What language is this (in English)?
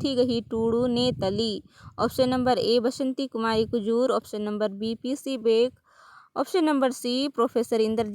Kurukh